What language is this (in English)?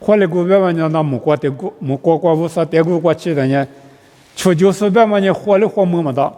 Lisu